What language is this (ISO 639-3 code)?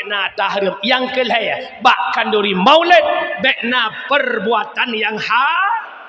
ace